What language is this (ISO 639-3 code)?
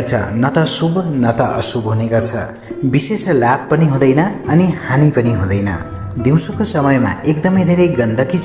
nep